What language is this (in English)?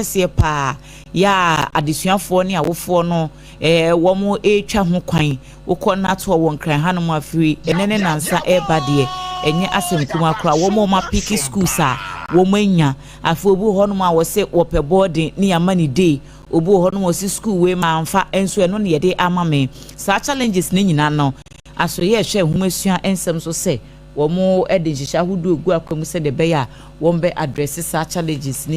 Akan